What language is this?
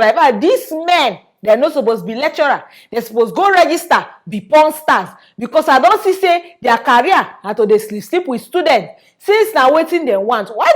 Nigerian Pidgin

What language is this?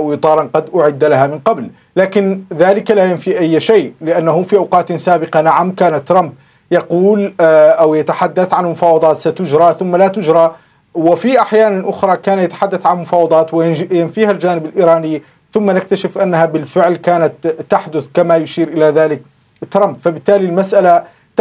Arabic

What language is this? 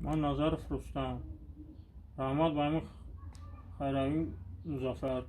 Tajik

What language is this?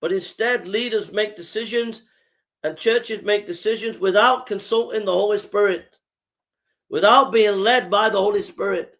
English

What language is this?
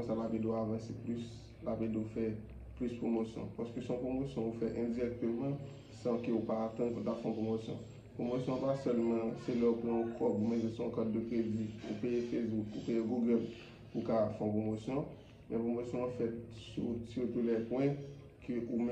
Haitian Creole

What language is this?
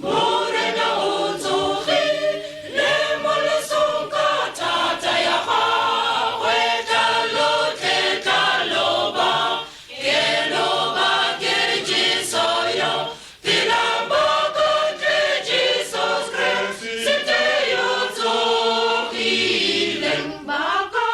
Tswana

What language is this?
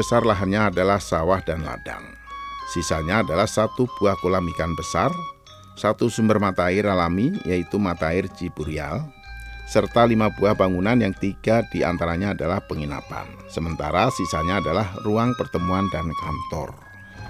Indonesian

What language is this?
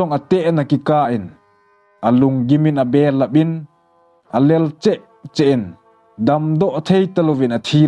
Thado Chin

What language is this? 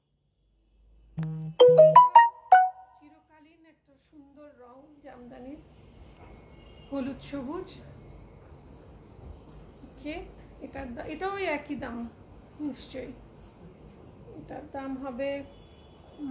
Bangla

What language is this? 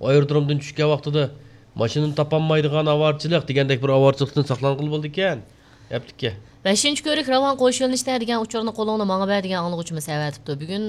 Uyghur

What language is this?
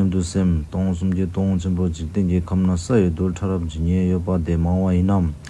Tibetan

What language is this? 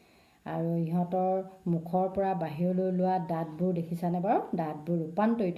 Assamese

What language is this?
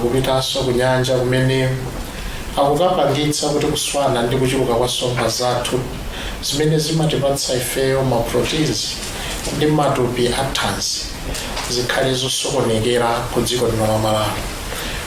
Nyanja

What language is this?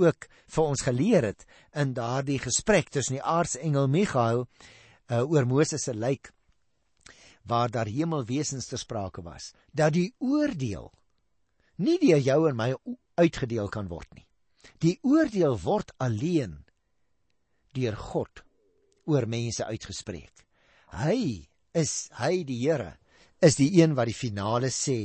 Afrikaans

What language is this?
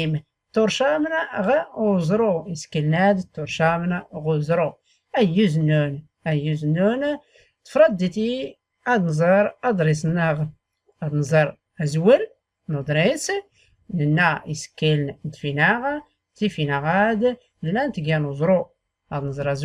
Tachelhit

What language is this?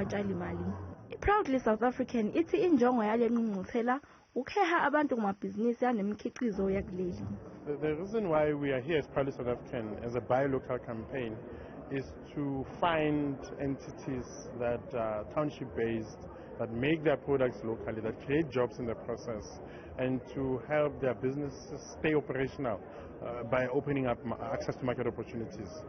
Zulu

